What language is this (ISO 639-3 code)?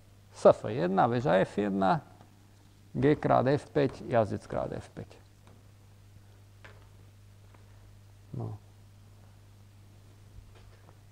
slk